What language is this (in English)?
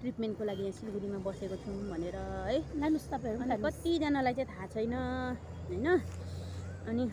Nepali